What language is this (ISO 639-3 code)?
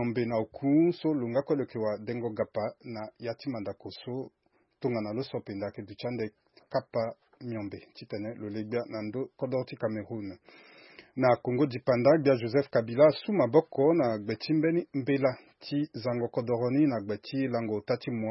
sag